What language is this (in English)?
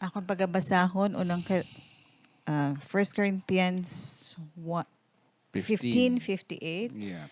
Hiligaynon